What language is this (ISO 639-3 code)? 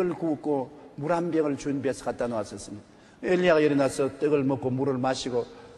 kor